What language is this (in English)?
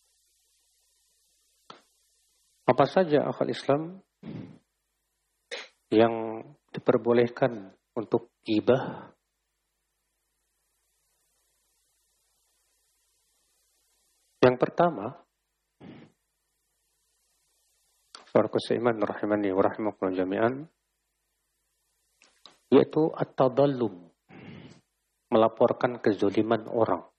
Indonesian